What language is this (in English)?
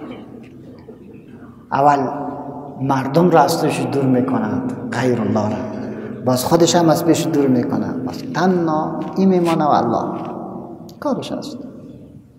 Persian